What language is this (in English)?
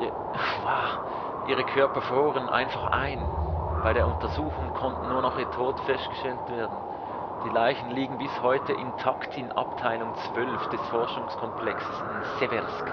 Swiss German